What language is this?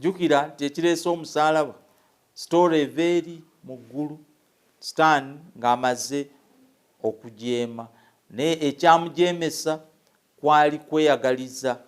Ganda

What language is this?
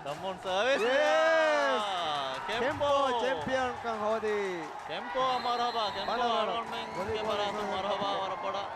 Divehi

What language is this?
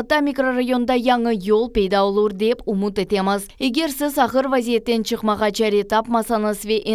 Crimean Tatar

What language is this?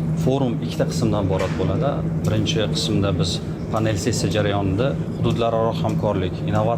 Uzbek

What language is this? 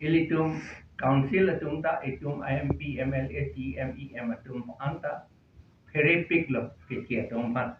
Karbi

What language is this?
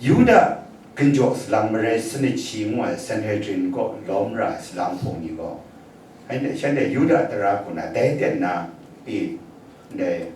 Kachin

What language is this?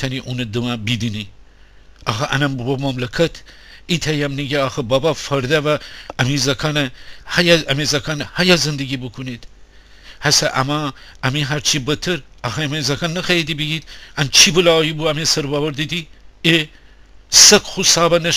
Gilaki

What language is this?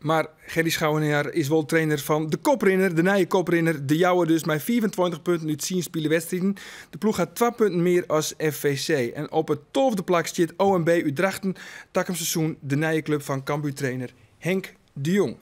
Western Frisian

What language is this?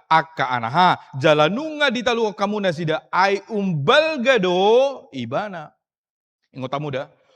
Batak Toba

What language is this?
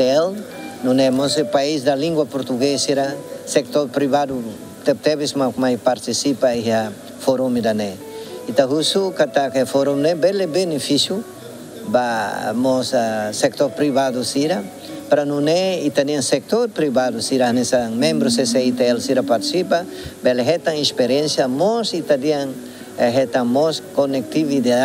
Tetum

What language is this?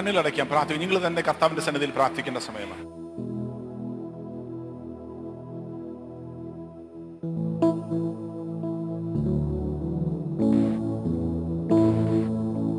Malayalam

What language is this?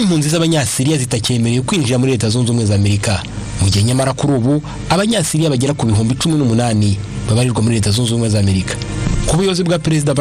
Kinyarwanda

